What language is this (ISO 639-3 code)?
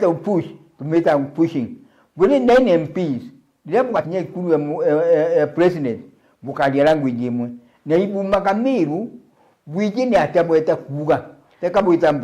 mer